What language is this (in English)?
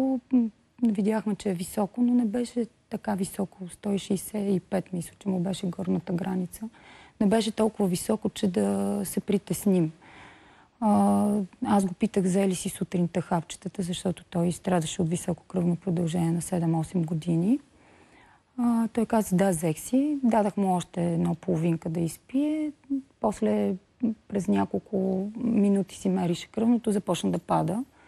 Bulgarian